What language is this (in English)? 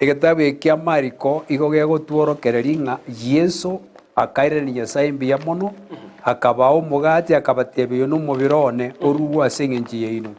Gusii